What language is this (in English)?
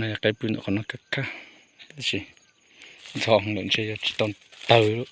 Hmong